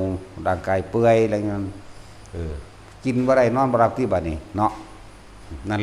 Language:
Northeastern Thai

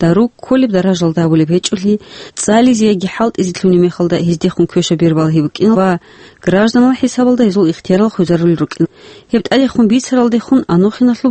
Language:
Avaric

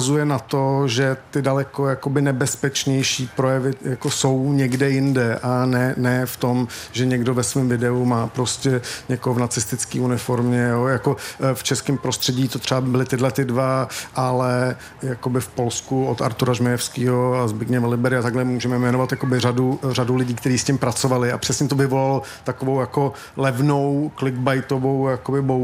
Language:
Czech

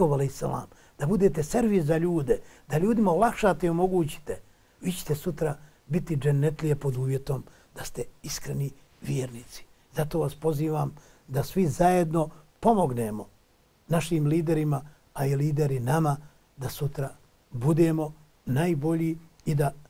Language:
Bosnian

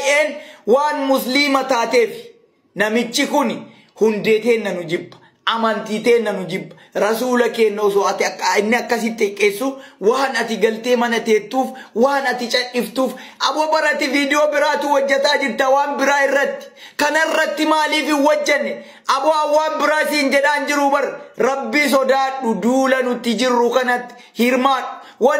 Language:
Oromo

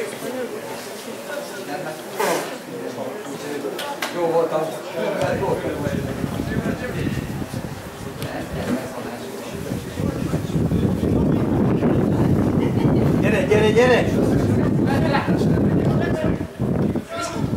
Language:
Hungarian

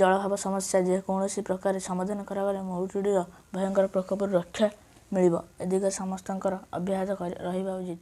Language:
Odia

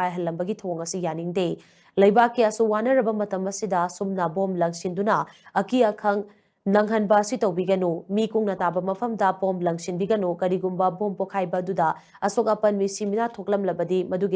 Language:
Manipuri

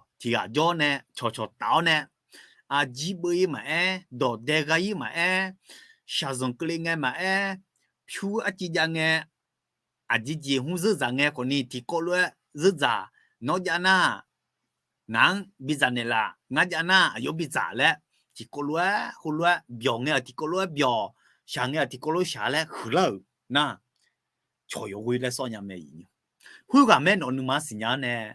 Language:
Akha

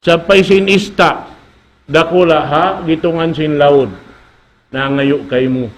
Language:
Tausug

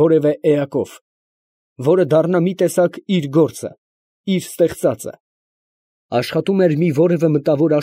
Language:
Armenian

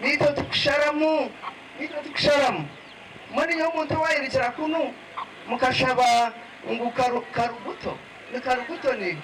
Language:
Nyankole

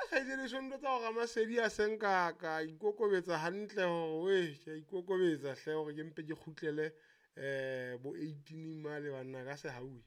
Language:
Southern Sotho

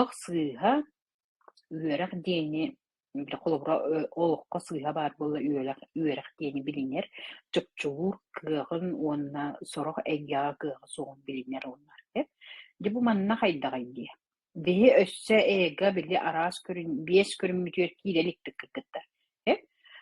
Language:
Yakut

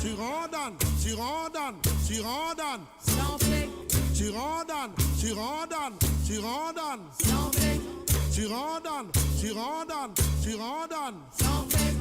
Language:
Morisyen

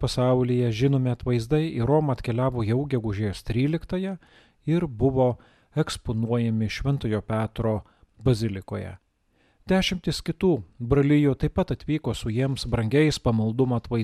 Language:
Lithuanian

